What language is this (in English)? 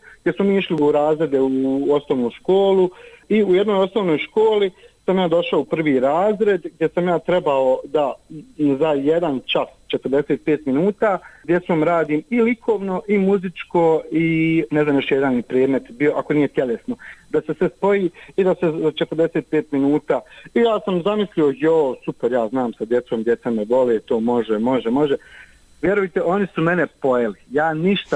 Bosnian